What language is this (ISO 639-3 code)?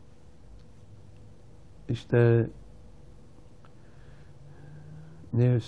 tur